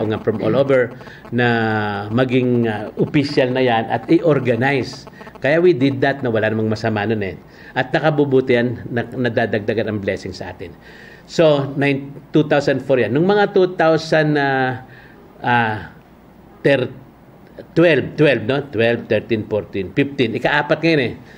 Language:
Filipino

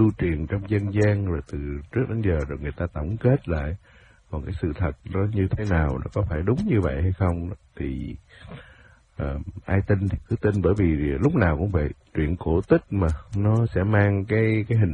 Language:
Vietnamese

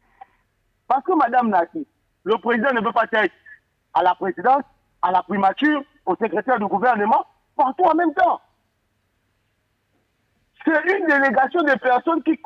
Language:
French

